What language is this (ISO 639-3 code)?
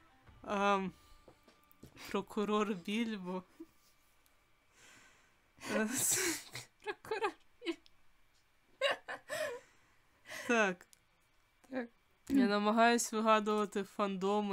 ukr